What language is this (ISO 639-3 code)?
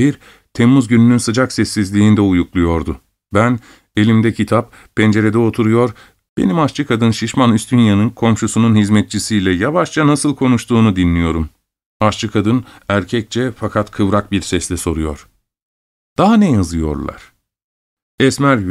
tur